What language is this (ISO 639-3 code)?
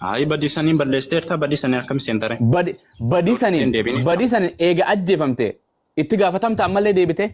orm